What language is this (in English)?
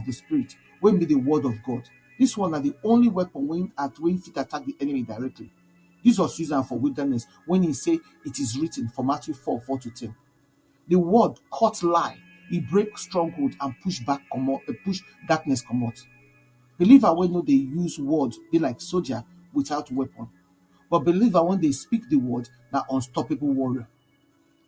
Nigerian Pidgin